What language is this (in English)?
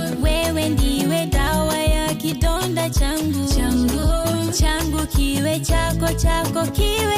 Gusii